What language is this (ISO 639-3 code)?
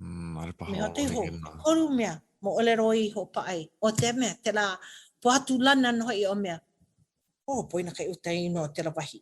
haw